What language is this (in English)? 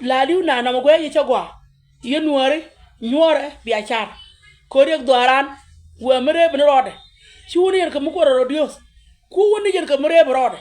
Nuer